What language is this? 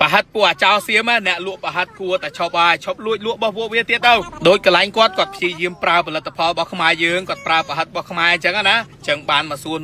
Khmer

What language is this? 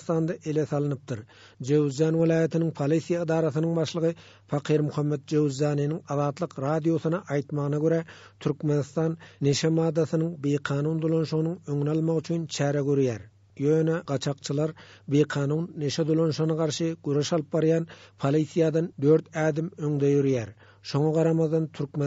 Turkmen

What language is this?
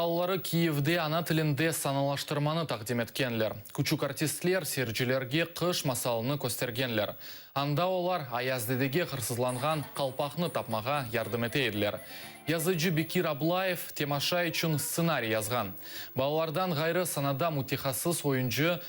Crimean Tatar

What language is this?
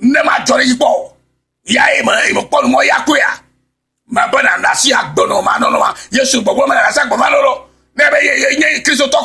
Ewe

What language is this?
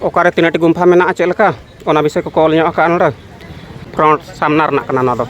Santali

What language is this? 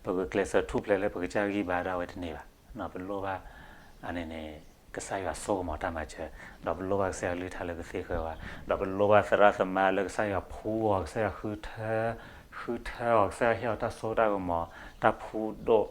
S'gaw Karen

